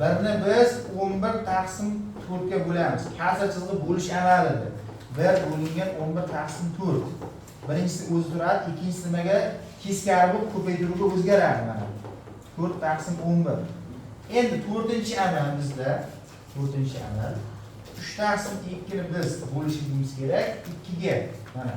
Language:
Uzbek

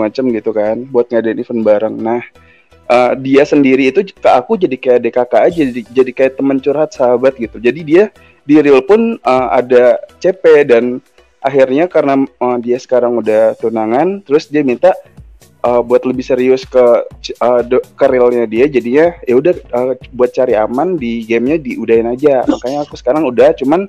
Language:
Indonesian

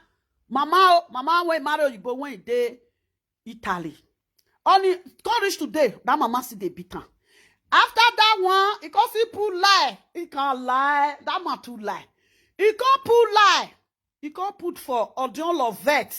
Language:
Nigerian Pidgin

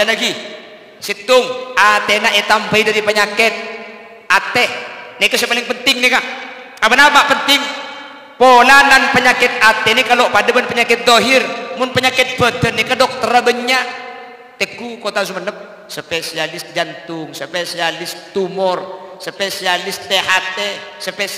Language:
Madurese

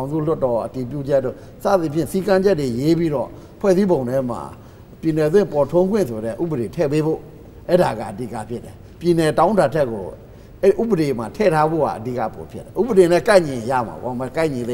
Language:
Burmese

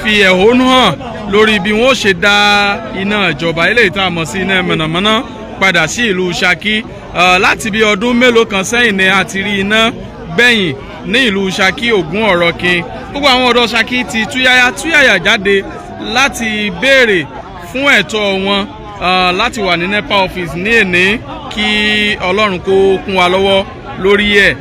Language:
Yoruba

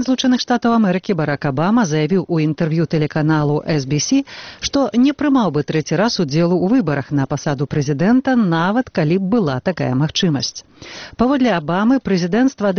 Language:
Belarusian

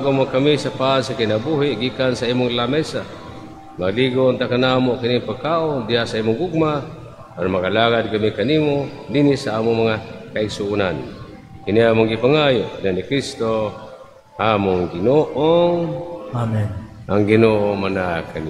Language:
Cebuano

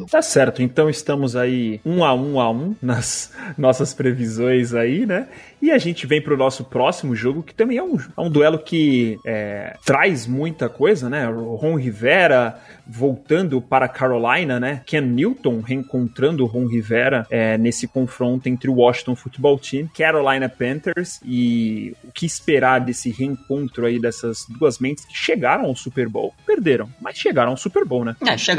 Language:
Portuguese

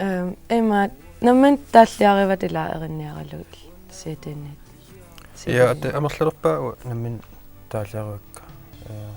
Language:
Kalaallisut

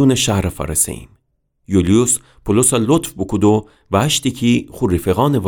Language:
Gilaki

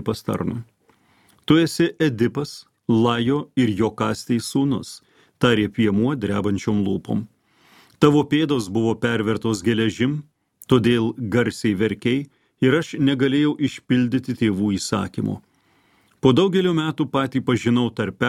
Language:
Lithuanian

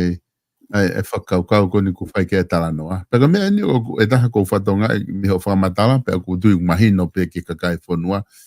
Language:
Tongan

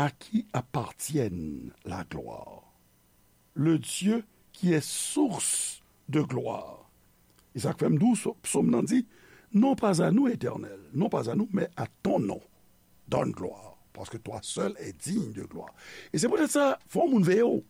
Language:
Haitian Creole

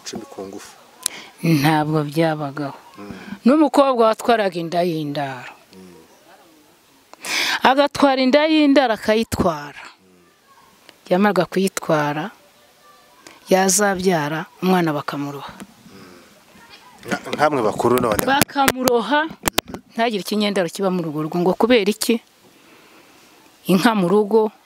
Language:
Kinyarwanda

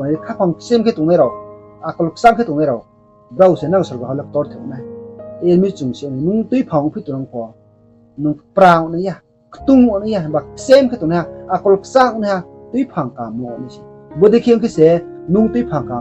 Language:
Riang (India)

